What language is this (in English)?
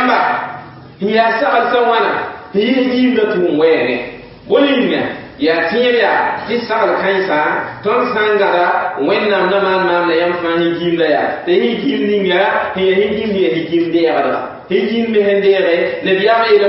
Mossi